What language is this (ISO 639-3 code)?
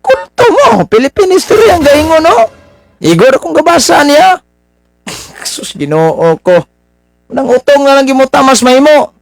ceb